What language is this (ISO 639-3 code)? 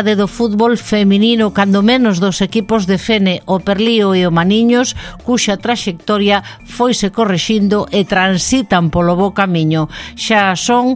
glg